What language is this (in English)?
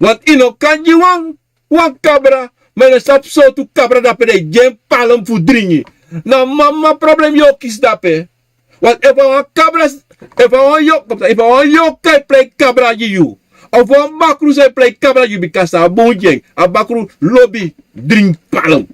Sranan Tongo